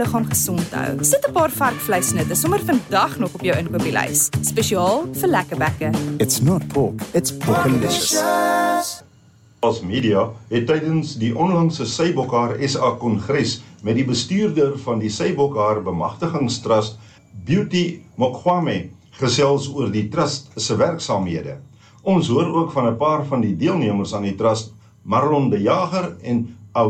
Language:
Afrikaans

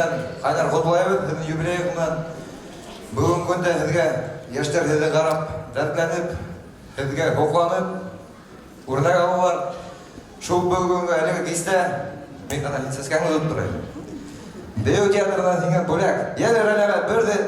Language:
Bashkir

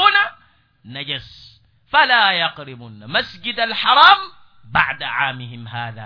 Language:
Mossi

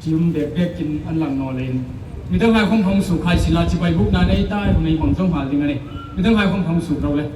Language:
Hmar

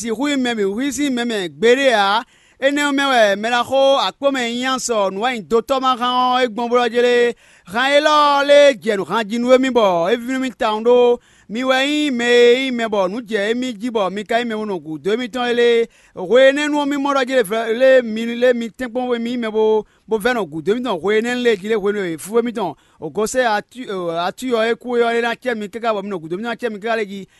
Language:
Fon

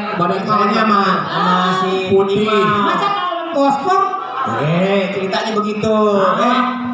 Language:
Betawi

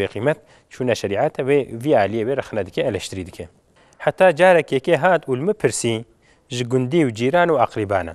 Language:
Kurdish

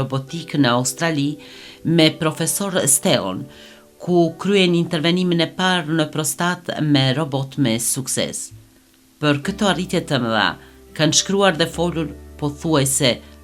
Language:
Albanian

